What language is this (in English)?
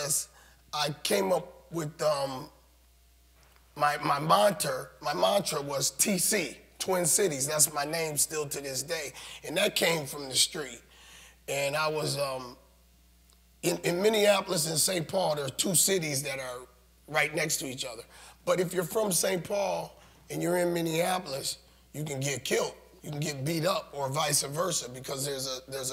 English